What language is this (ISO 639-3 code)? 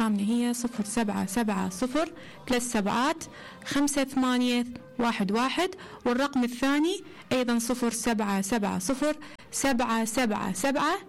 acm